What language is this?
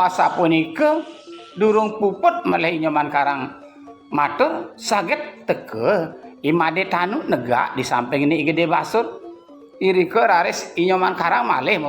Balinese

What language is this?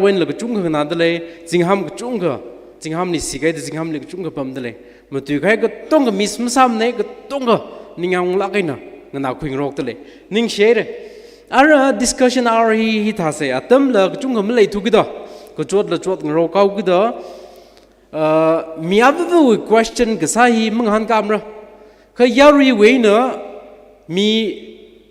Tangkhul Naga (India)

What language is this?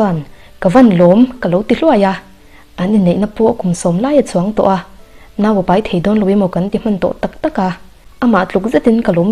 Mizo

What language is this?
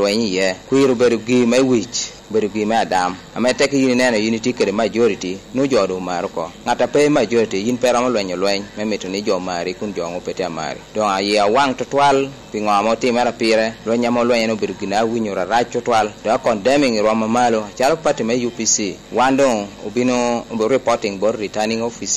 Lango (Uganda)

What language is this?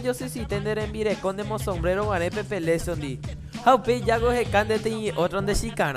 Guarani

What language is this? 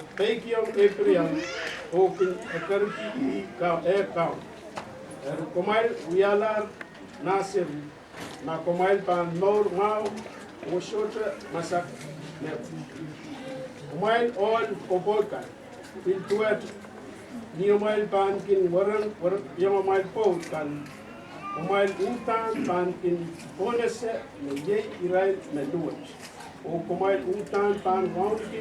Pohnpeian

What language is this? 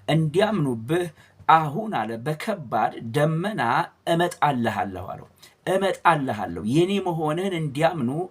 Amharic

